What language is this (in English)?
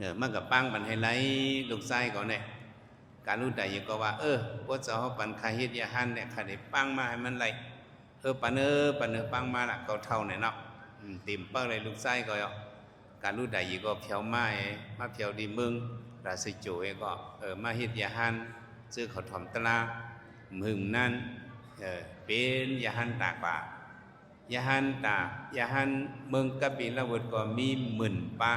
Shan